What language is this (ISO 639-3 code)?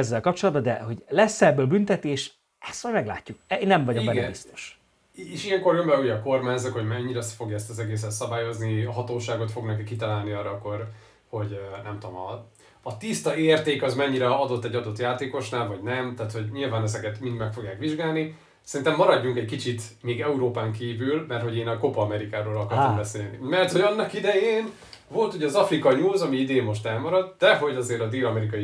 hun